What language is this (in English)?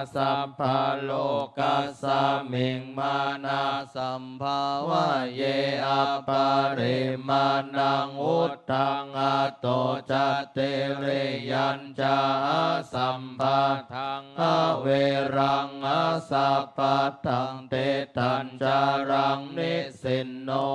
Pali